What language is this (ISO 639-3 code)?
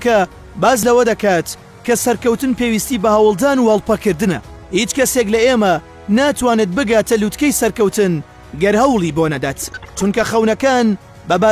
ckb